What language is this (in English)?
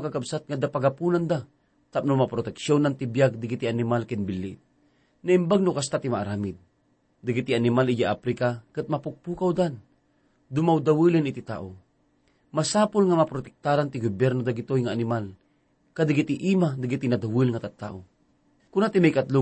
Iloko